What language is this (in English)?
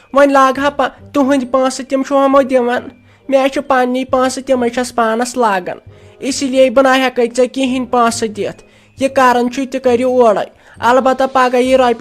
Kashmiri